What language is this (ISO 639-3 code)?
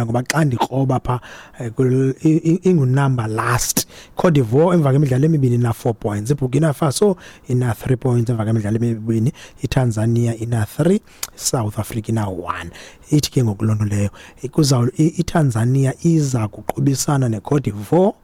xho